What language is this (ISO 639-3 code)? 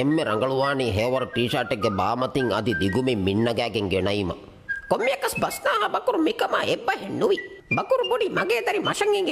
div